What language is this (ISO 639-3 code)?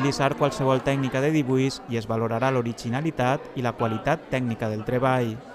cat